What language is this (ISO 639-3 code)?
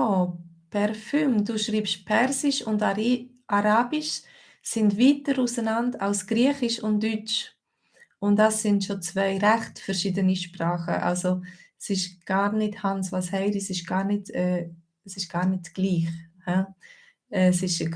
gsw